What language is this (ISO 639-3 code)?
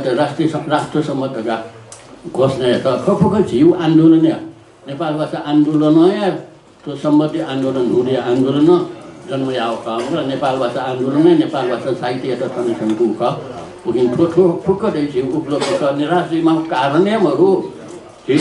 new